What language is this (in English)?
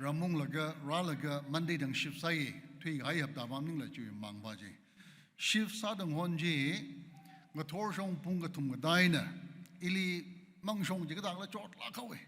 Tangkhul Naga (India)